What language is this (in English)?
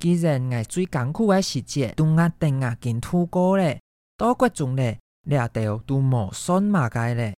Hakka Chinese